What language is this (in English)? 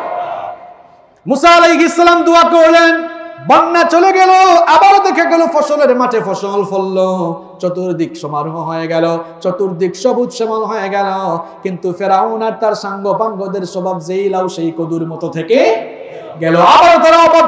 Bangla